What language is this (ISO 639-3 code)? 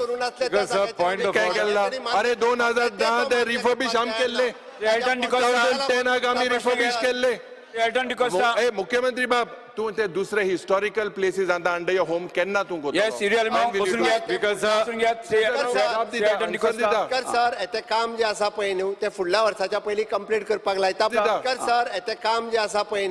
kok